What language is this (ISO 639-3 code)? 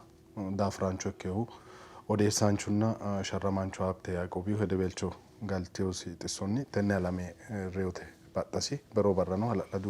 sid